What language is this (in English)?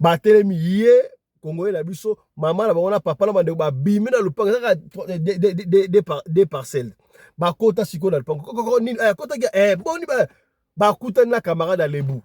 Lingala